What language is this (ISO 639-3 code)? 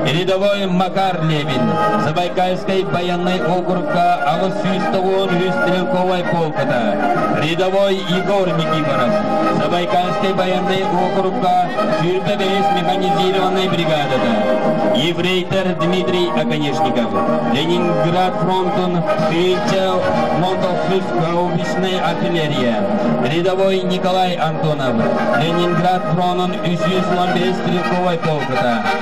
sah